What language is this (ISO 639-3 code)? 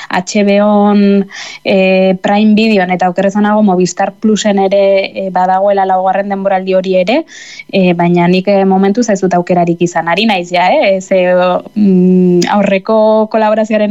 eus